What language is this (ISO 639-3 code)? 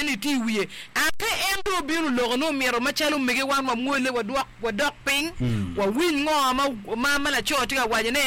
ach